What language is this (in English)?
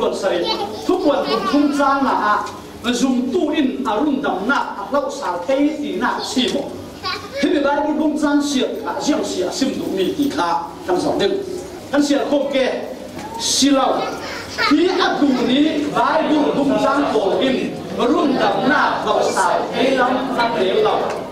Falam Chin